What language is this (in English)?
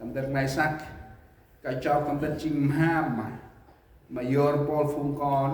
Central Mnong